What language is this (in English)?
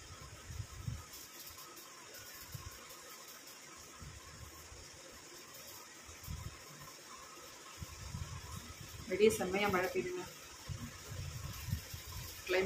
Tamil